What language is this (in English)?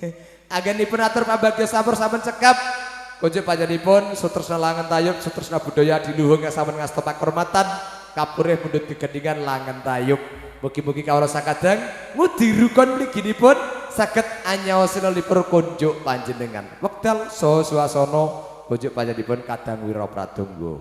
Javanese